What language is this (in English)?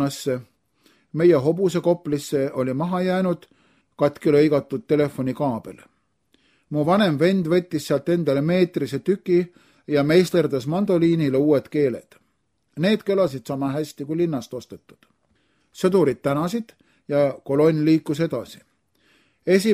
Estonian